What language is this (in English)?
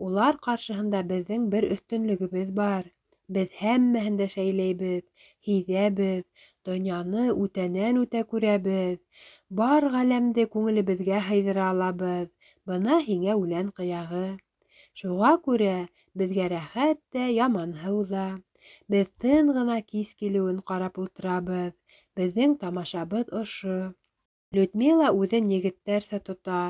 Bashkir